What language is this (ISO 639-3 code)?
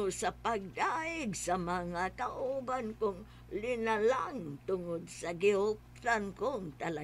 ceb